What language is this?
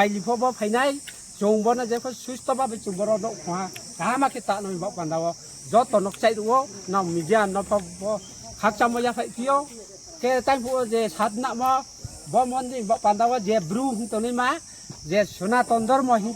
Riang (India)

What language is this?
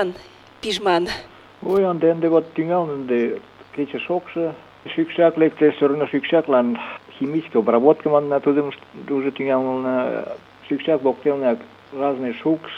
Mari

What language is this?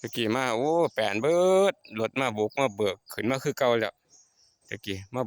Lao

